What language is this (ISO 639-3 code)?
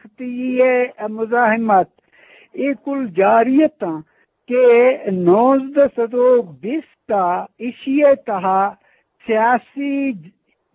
bgp